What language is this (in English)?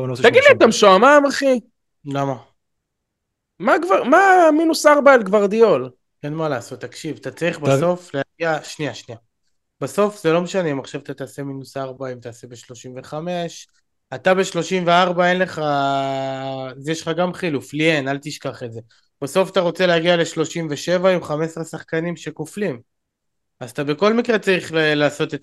Hebrew